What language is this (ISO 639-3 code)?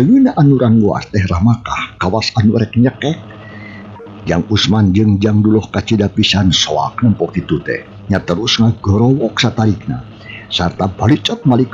sun